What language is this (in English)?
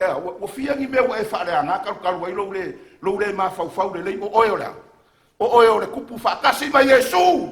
Samoan